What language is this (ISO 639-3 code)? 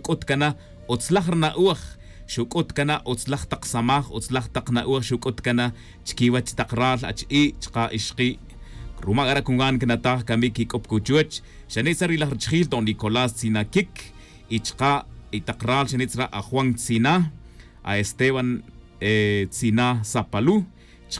tzj